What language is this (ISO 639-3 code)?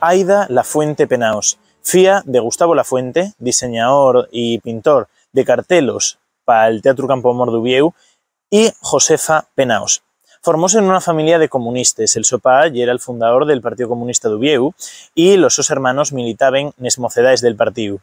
ast